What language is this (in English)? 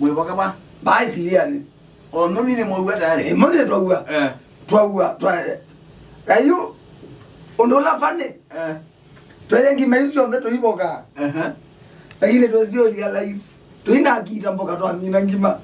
Kamba